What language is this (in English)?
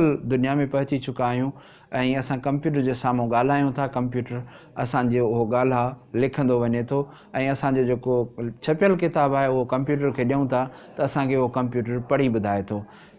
Sindhi